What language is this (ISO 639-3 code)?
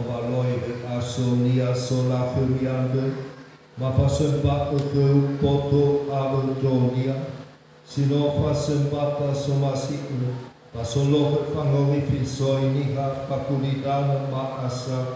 nia